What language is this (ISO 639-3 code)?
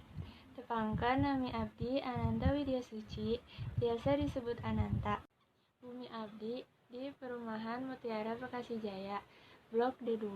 sun